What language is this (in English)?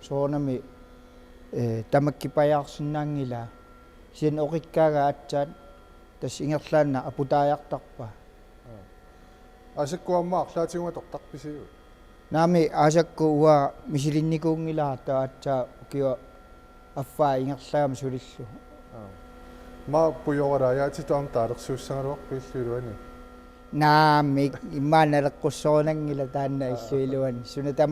Kalaallisut